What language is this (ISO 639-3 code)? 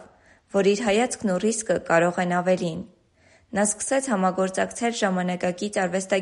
hye